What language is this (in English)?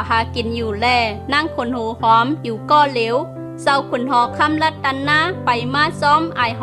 Shan